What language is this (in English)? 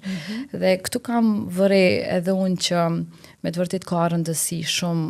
Albanian